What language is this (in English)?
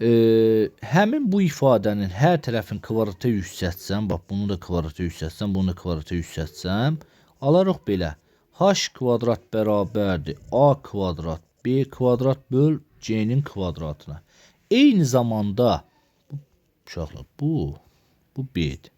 Azerbaijani